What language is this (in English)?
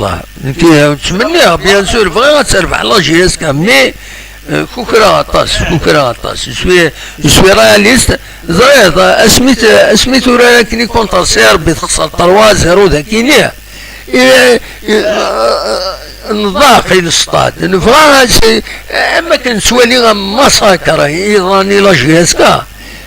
Kabyle